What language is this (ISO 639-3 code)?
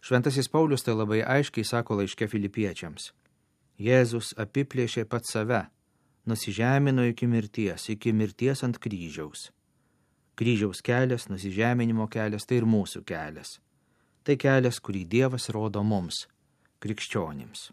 lit